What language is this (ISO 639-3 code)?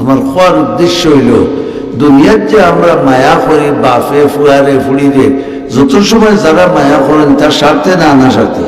syl